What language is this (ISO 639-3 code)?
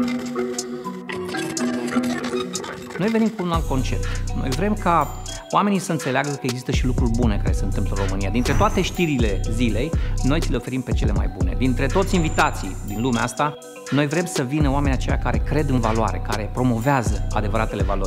ron